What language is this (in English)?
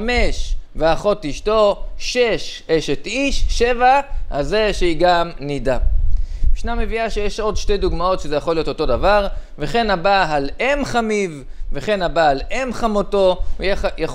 Hebrew